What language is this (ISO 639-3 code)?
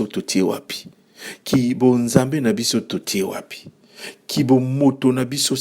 lin